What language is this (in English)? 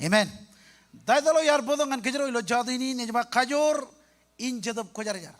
Marshallese